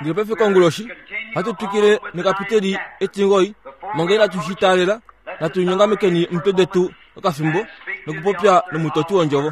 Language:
Kuanyama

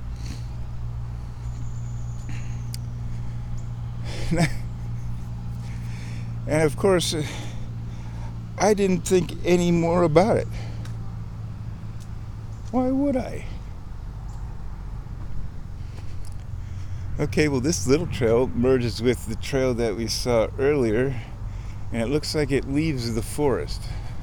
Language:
English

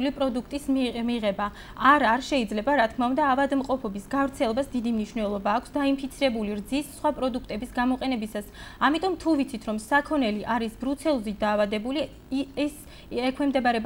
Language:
Georgian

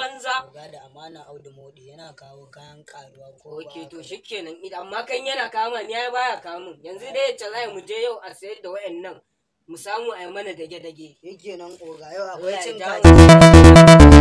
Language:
Hausa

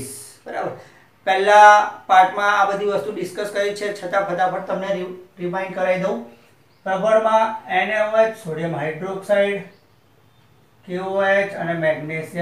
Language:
Gujarati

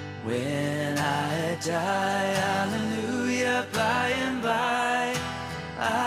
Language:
Estonian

